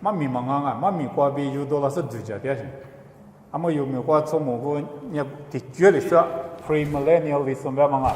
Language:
Lisu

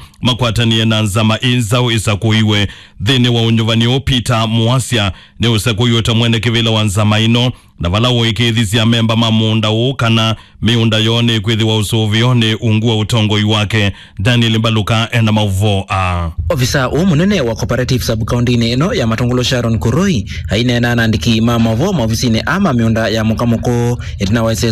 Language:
Kamba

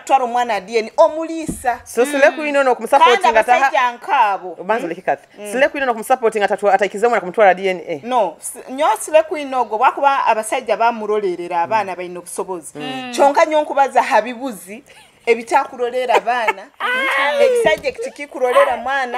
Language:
Nyoro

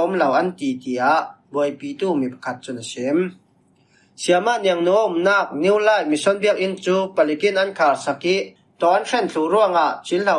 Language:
Falam Chin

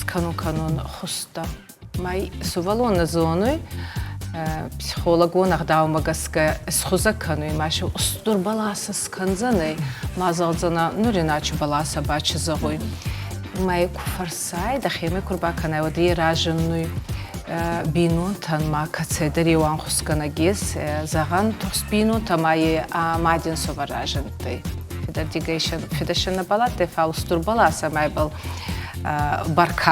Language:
Ossetic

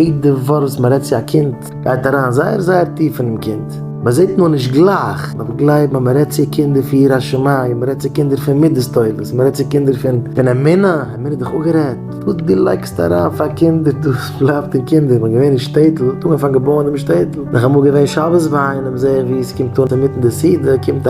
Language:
Yiddish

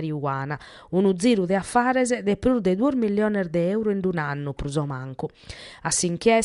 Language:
Sardinian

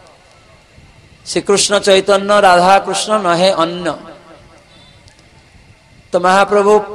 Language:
Odia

